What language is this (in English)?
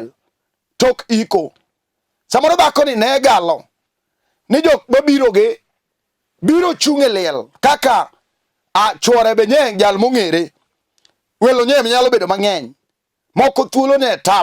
Luo (Kenya and Tanzania)